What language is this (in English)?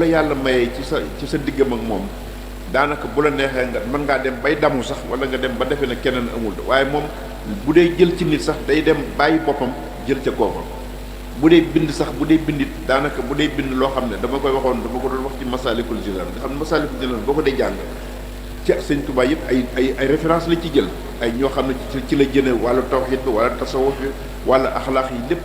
Wolof